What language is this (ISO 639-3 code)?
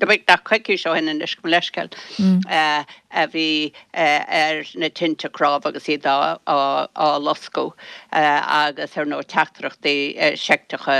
gle